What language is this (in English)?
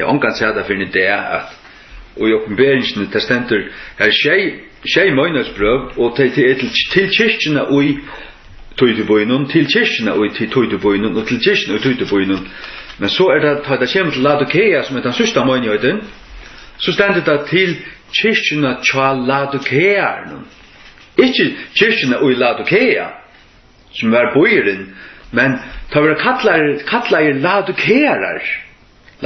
Faroese